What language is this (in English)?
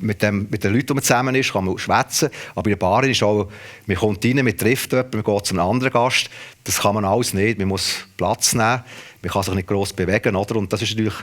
Swiss German